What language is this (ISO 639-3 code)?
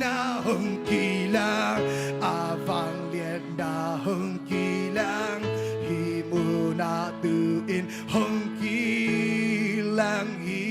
ctd